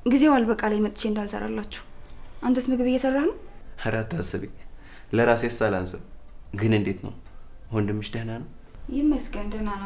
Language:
Amharic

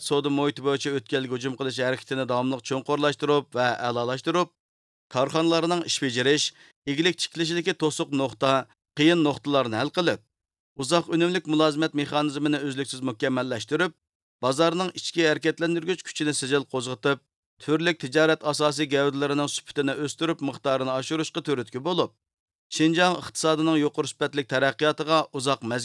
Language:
Uyghur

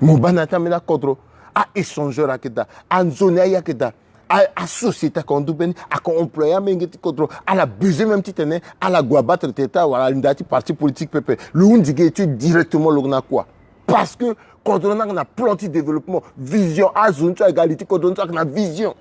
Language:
Sango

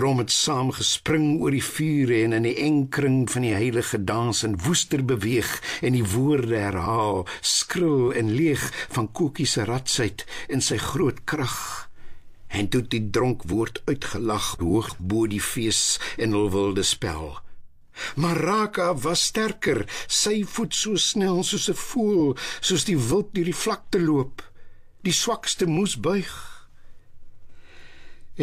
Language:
Afrikaans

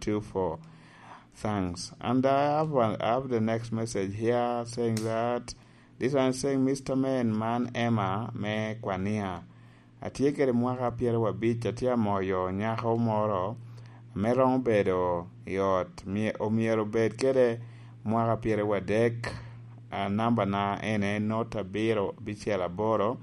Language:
Lango (Uganda)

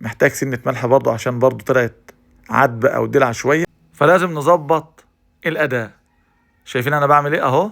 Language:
Egyptian Arabic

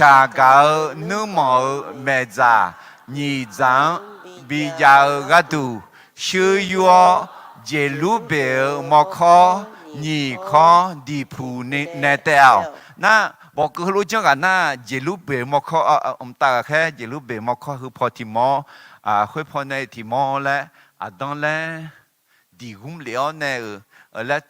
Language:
Akha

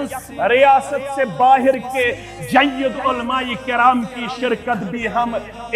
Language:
Kashmiri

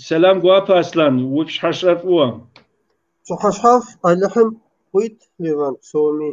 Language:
Kabardian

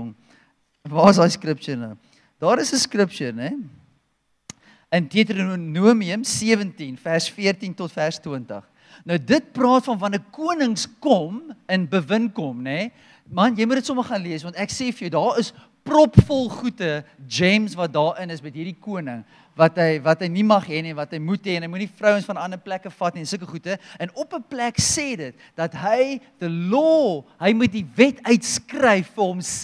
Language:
Afrikaans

